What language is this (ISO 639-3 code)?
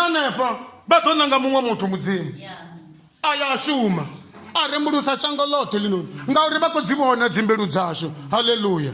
ven